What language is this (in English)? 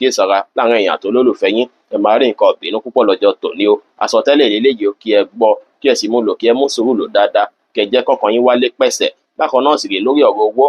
Yoruba